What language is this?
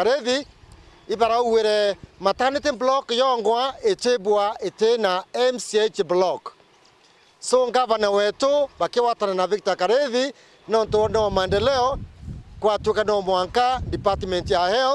Meru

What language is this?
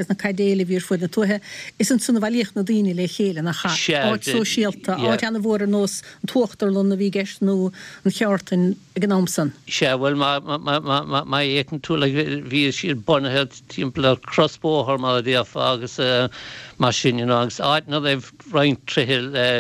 Irish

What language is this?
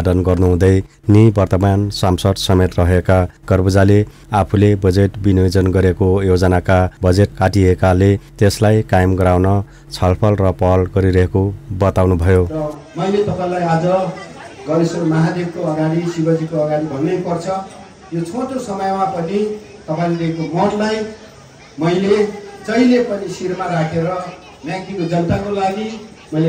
Nepali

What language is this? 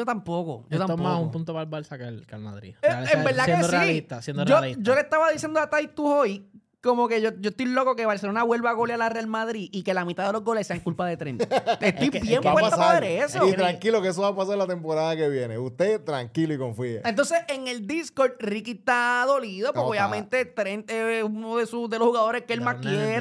Spanish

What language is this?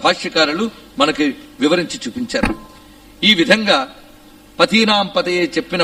Telugu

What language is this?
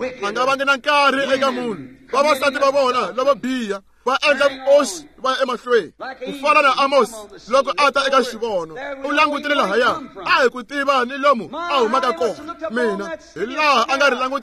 Tsonga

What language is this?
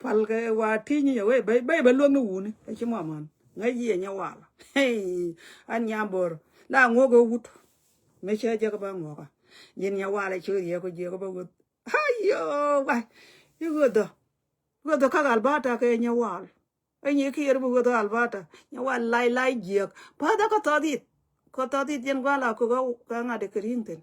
Nuer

